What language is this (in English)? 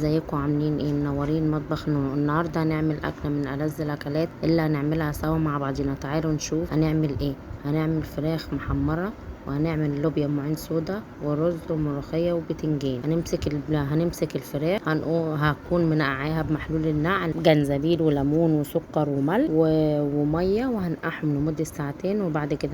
Egyptian Arabic